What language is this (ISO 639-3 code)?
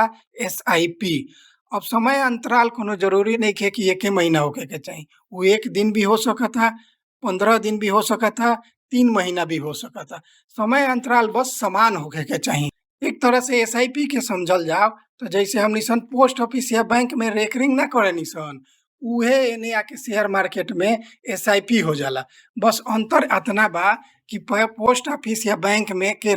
bho